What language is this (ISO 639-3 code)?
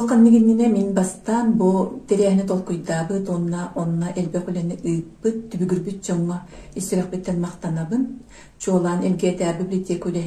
sah